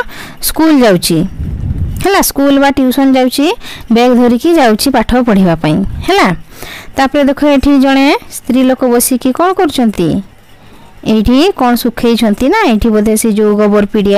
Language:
Odia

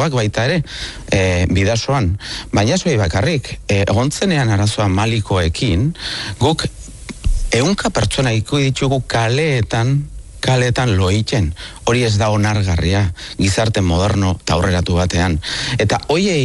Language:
Basque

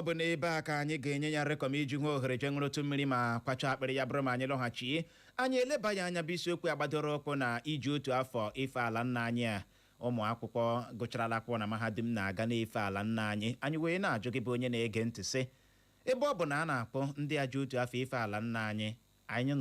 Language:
Igbo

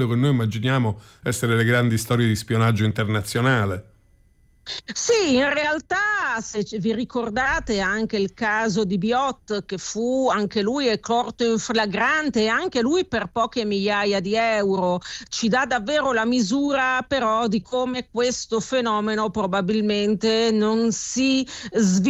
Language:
Italian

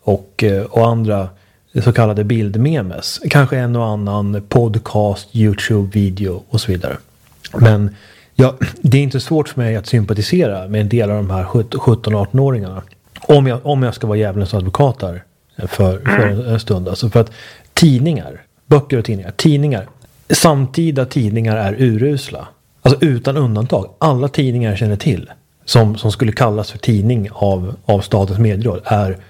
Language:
Swedish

